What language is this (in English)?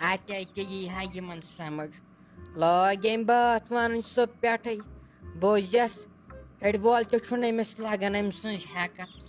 Kashmiri